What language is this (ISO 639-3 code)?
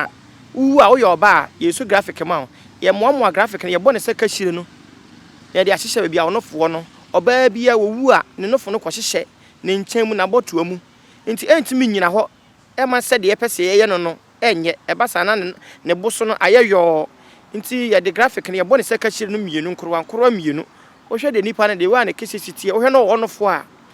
aka